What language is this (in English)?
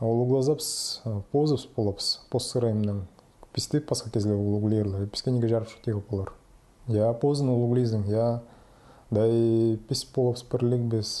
Khakas